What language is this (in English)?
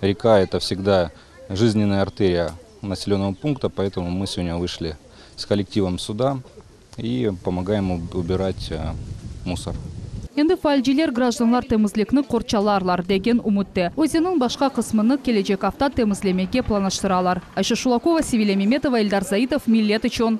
Crimean Tatar